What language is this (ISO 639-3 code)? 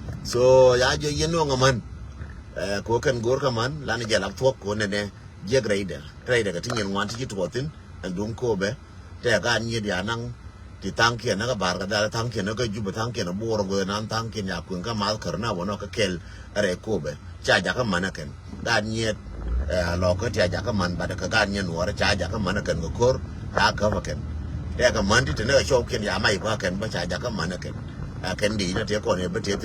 nus